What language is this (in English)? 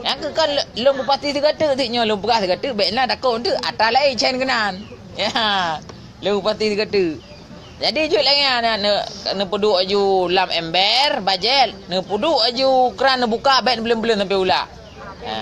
Achinese